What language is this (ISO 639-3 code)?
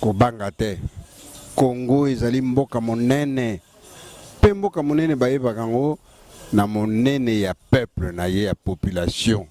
lin